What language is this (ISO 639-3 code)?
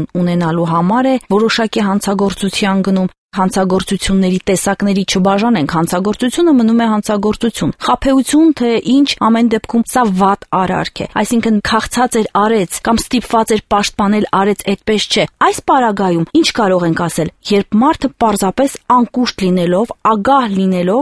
hye